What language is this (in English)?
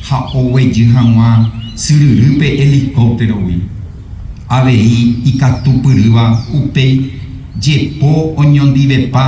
Guarani